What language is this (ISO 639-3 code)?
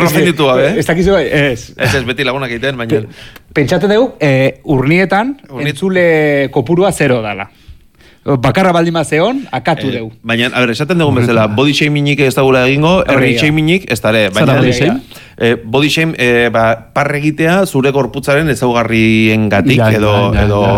eus